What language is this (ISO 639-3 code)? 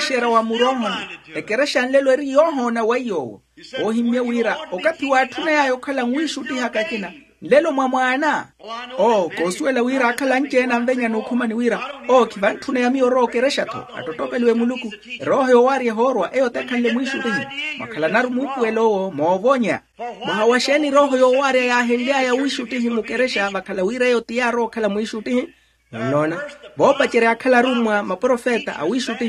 vmw